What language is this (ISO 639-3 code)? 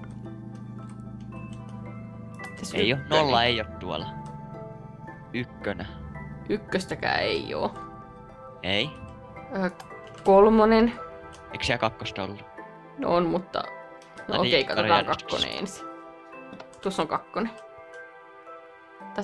fin